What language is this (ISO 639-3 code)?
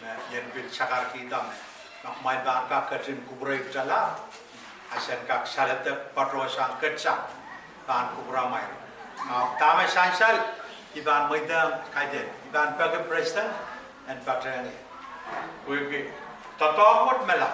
pon